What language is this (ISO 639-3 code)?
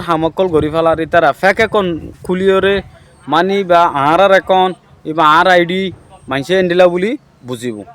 rhg